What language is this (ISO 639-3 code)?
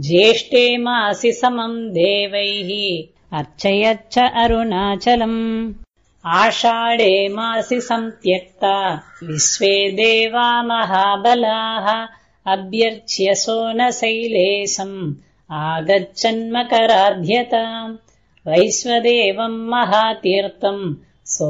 san